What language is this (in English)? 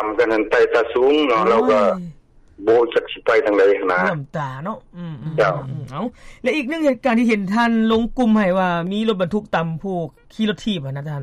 Lao